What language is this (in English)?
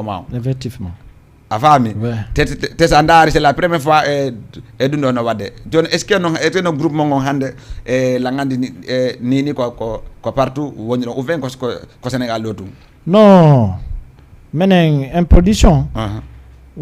Fula